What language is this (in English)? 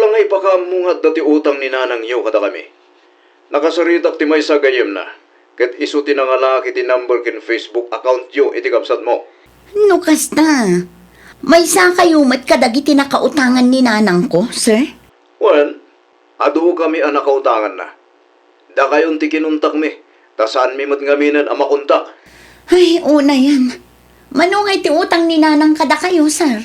Iloko